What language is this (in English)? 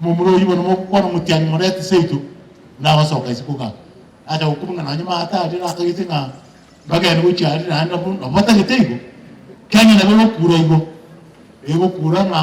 Gusii